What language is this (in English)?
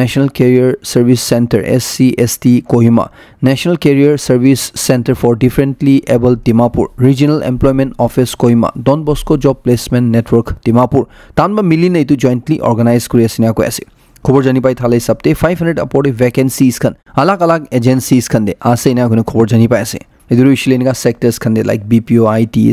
Naga Pidgin